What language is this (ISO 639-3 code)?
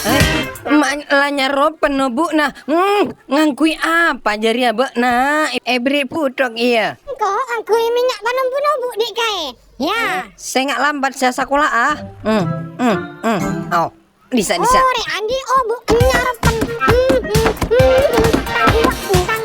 mad